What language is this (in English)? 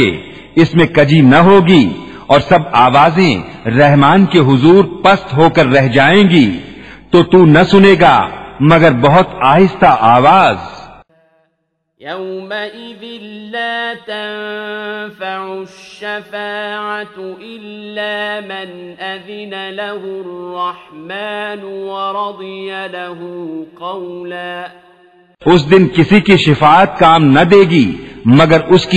Urdu